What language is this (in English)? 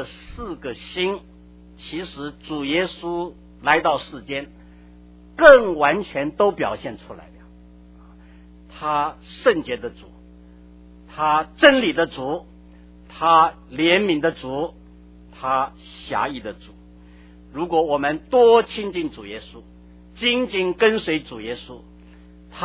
Chinese